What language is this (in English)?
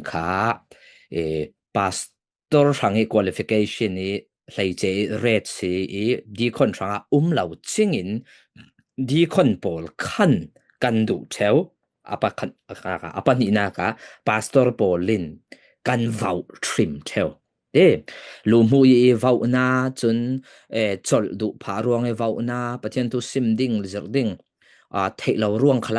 Falam Chin